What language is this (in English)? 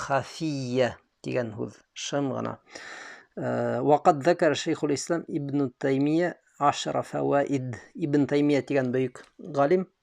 Bashkir